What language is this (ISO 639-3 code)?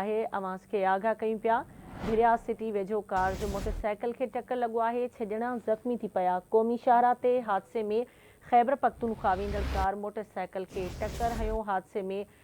snd